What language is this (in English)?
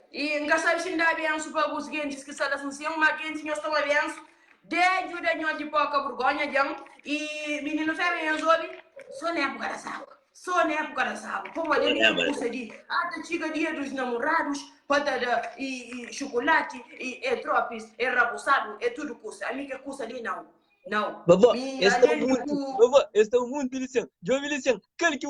Kabuverdianu